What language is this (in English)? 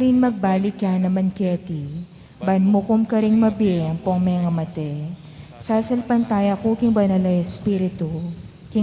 Pampanga